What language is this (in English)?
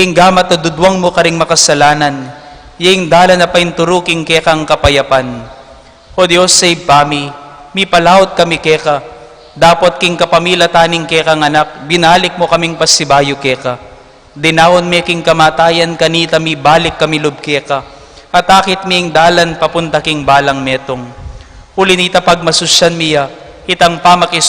Pampanga